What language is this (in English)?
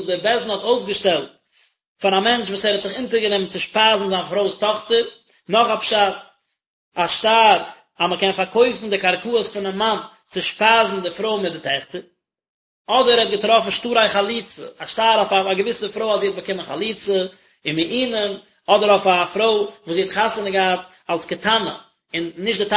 Yiddish